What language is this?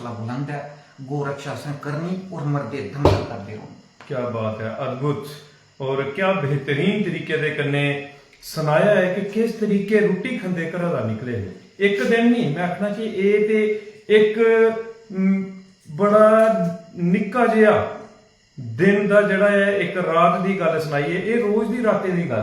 Dogri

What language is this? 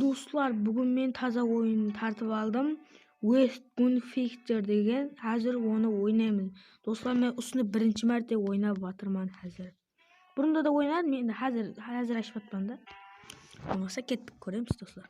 Kara-Kalpak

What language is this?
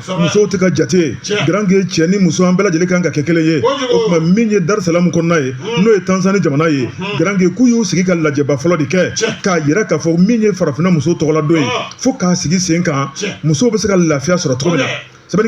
Bambara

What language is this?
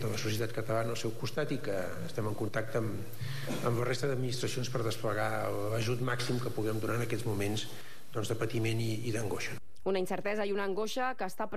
Catalan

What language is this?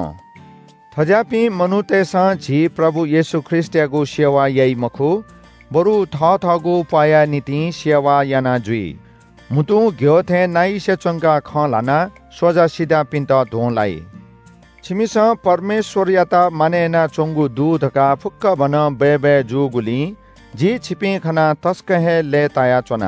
Newari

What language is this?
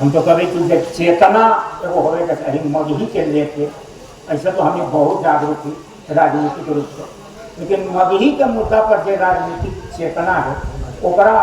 Magahi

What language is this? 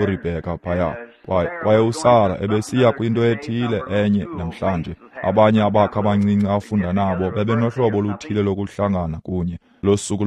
Xhosa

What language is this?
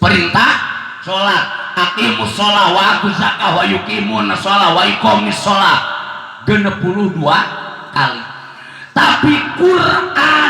Sundanese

